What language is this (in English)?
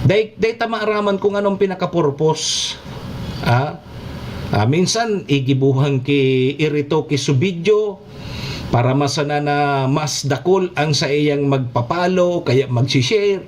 Bikol